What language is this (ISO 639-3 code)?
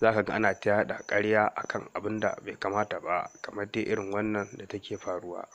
hau